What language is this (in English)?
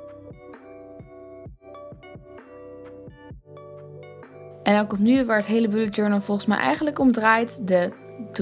Dutch